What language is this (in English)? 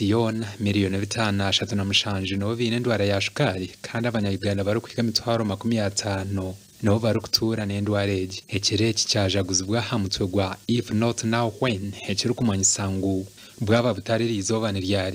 Nyankole